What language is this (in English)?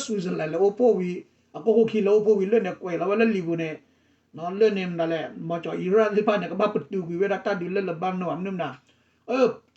S'gaw Karen